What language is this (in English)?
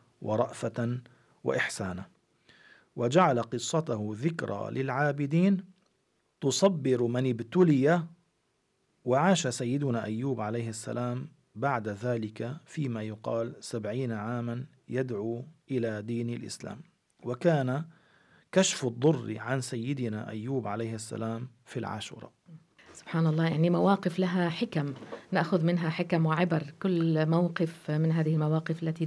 Arabic